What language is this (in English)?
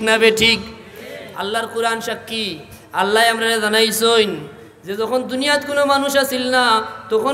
Sylheti